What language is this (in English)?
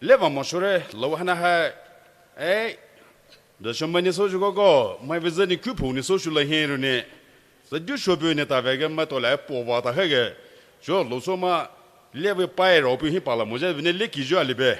Poumei Naga